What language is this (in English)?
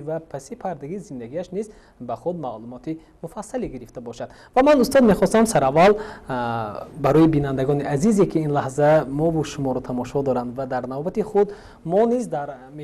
Tajik